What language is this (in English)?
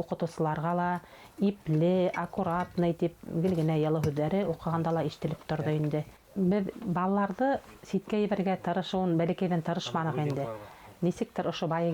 Bashkir